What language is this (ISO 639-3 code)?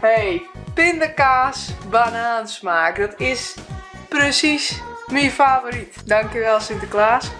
fry